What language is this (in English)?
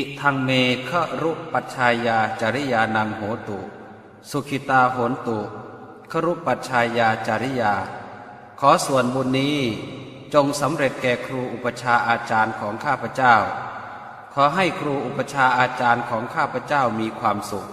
Pali